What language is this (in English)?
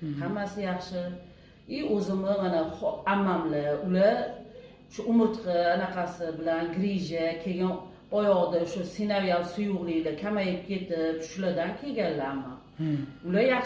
Uzbek